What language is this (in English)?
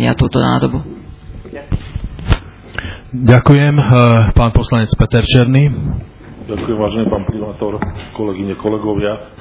Slovak